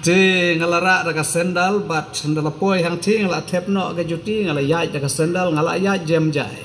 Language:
Khasi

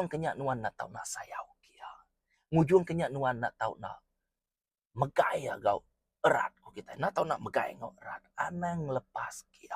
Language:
Iban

